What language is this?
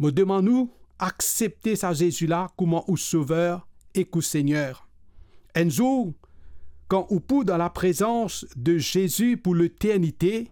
Morisyen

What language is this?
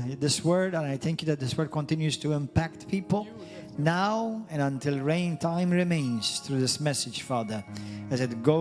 English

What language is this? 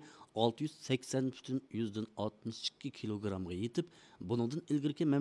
Uyghur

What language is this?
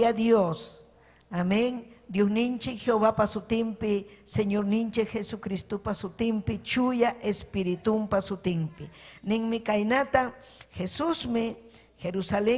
Ayacucho Quechua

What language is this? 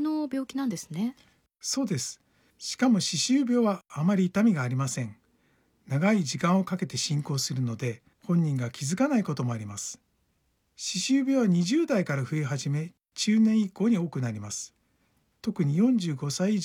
Japanese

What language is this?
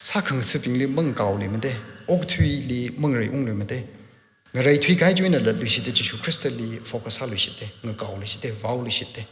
Tangkhul Naga (India)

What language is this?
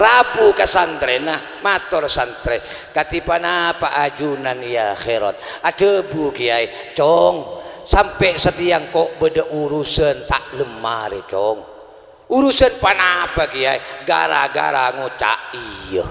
Madurese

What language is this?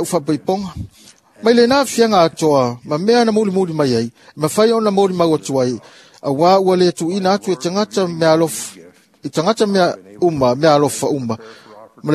Samoan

